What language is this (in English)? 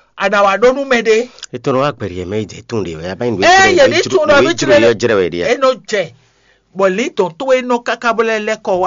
Fon